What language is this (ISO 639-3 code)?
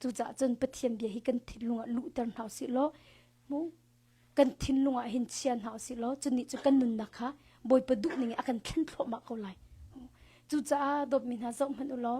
cnh